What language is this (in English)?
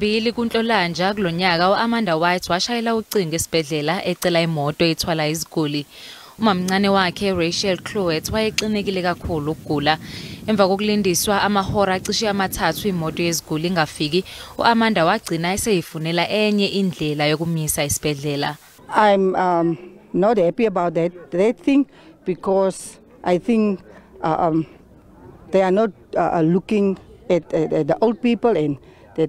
Zulu